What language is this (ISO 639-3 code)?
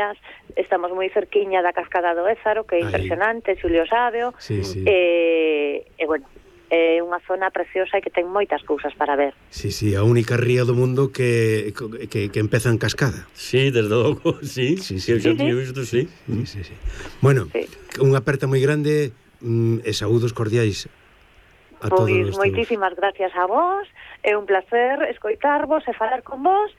glg